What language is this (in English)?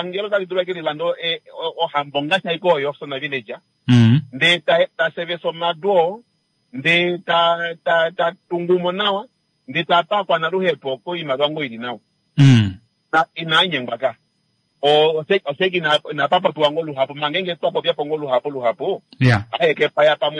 Kuanyama